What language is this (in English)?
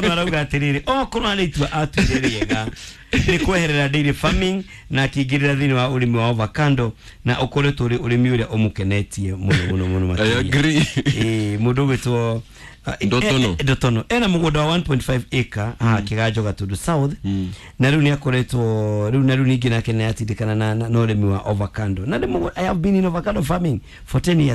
Kikuyu